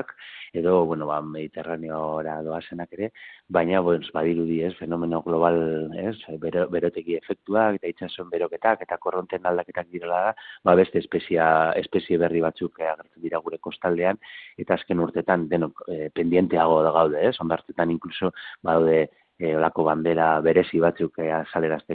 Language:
Basque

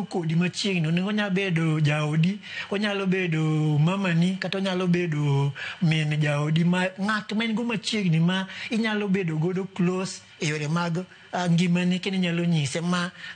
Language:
Luo (Kenya and Tanzania)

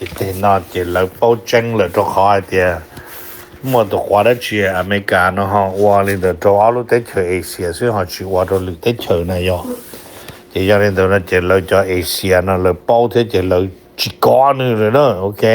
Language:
Hmong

